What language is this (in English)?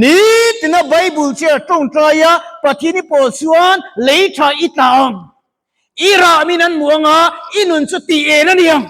Mizo